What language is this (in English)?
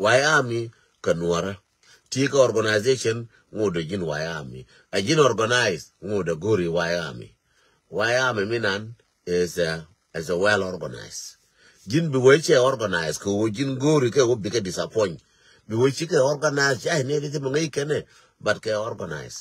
Nuer